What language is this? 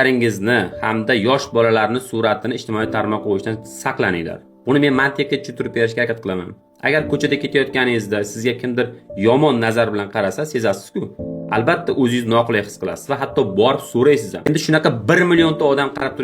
Uzbek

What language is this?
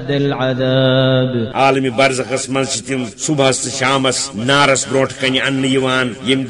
Kashmiri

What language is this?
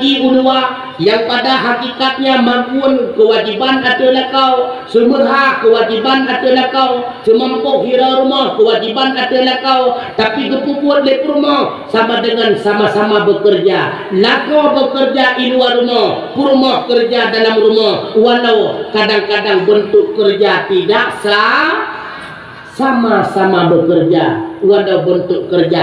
Achinese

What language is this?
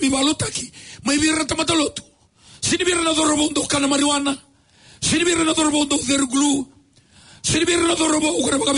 Fijian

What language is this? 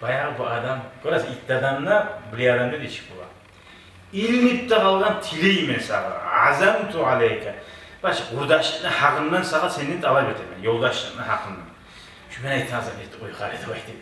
Kumyk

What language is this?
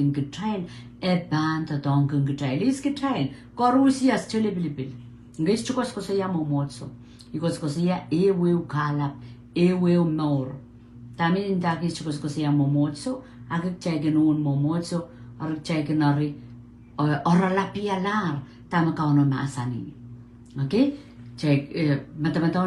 Pohnpeian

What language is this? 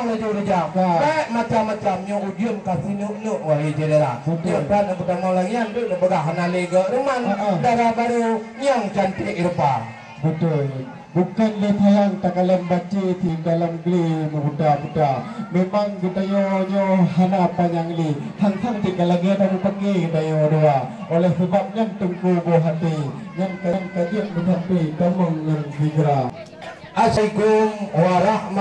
Achinese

